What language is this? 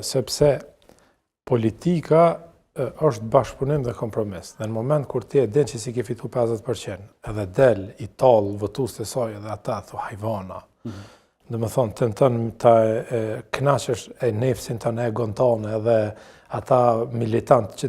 Albanian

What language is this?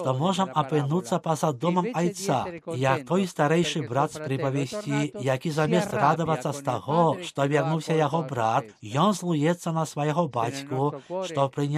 Belarusian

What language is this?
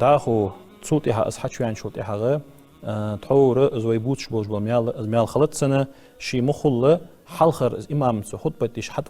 Ingush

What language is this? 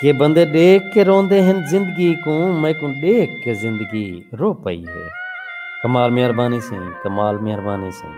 Saraiki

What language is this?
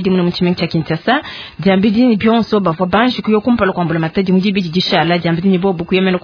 Luba-Lulua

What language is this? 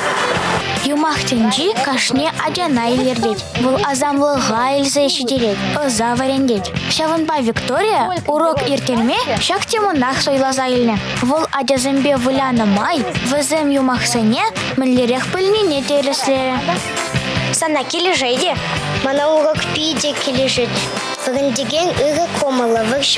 Chuvash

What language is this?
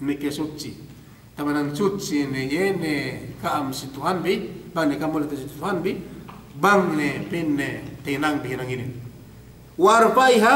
Yakan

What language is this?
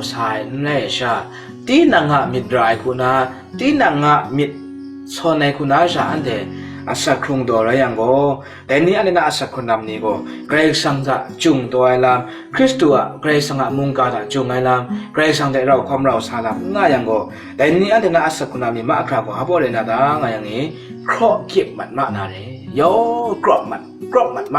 Kachin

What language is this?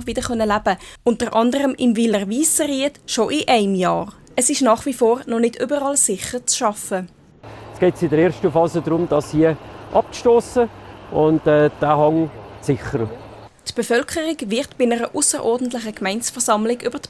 Swiss German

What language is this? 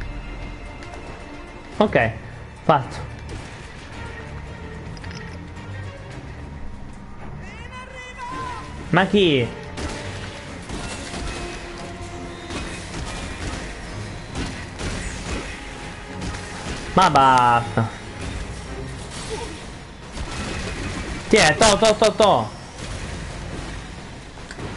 Italian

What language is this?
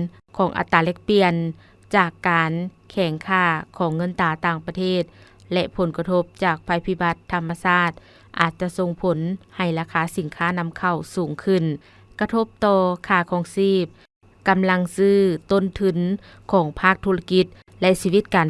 Lao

